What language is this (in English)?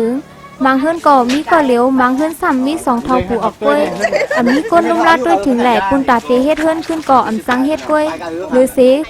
Shan